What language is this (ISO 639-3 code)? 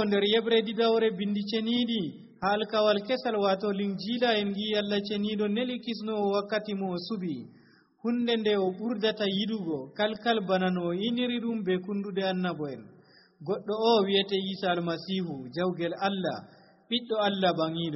fuv